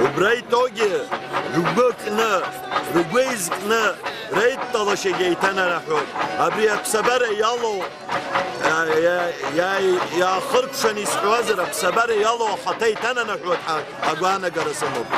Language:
Abkhazian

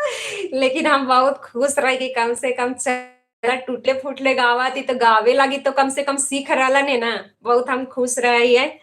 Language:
Magahi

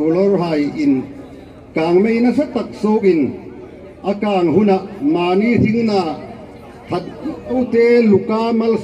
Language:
Hmar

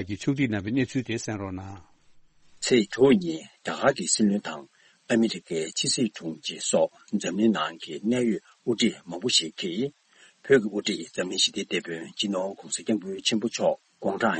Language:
Tibetan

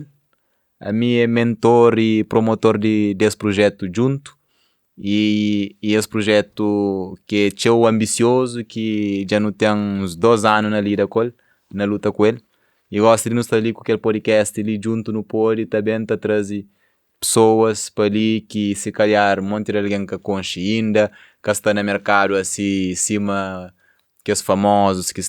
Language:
Kabuverdianu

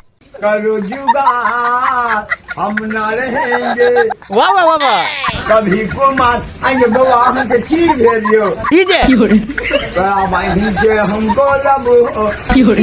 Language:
Maithili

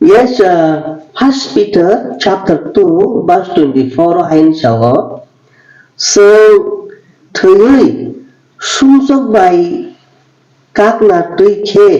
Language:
Kok Borok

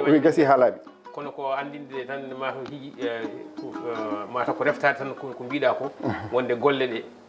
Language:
Fula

